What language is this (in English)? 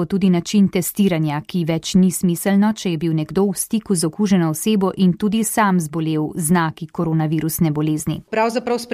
Slovenian